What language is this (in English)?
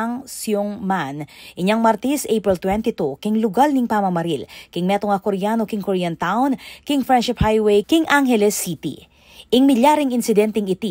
Pampanga